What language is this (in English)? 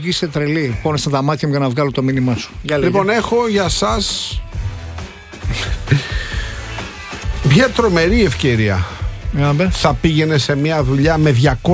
Greek